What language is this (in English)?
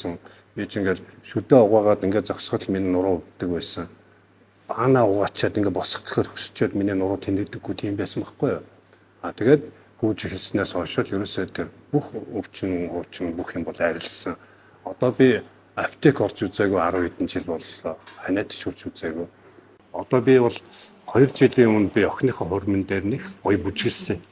Mongolian